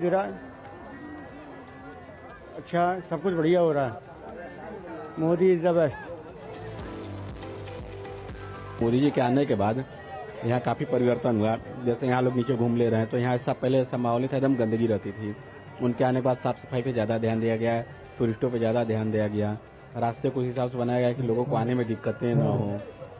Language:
Hindi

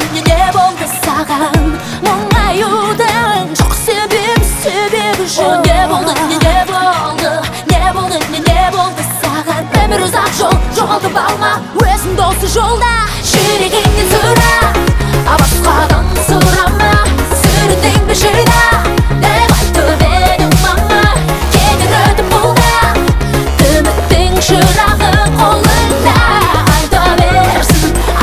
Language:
Kazakh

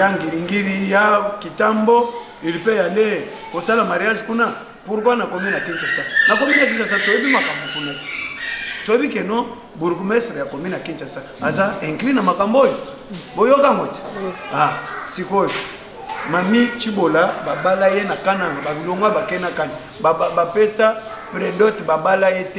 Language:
Lingala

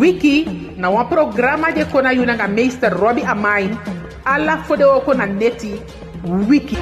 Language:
Eastern Maroon Creole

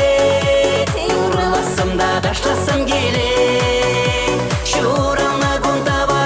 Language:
Chuvash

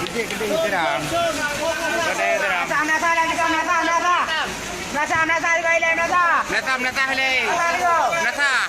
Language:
Achinese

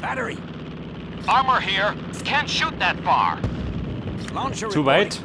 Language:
Bavarian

